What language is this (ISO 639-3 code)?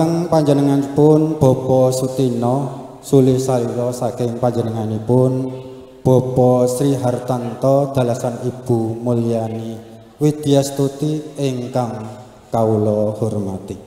jav